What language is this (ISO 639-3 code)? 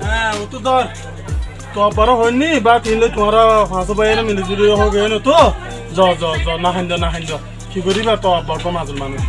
rhg